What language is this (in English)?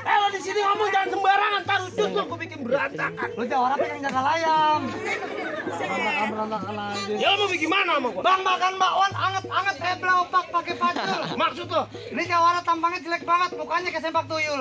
Betawi